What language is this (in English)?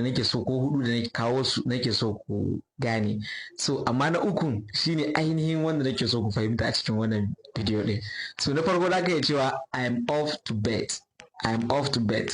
Hausa